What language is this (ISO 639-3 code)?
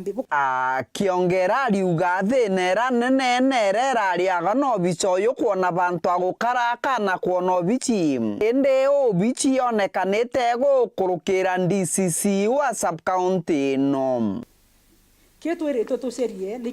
mer